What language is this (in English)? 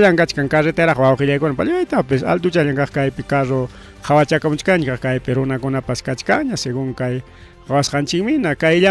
Ayacucho Quechua